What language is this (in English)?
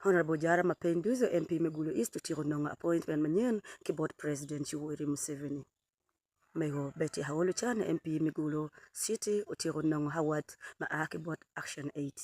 Acoli